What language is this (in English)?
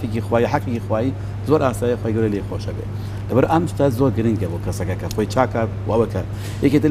Central Kurdish